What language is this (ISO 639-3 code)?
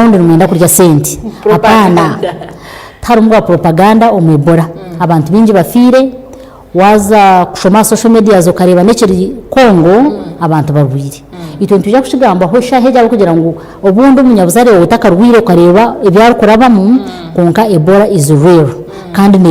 nyn